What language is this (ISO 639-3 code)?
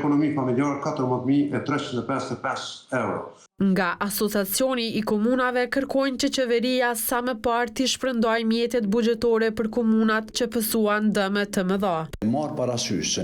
sqi